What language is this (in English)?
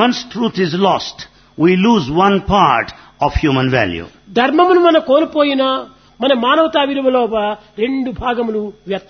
Telugu